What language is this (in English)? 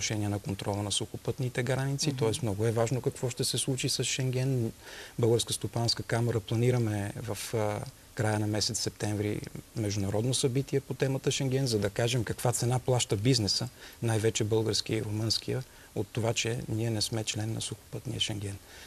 Bulgarian